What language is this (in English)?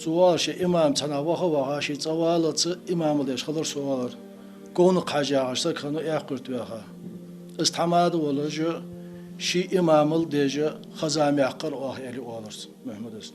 Ingush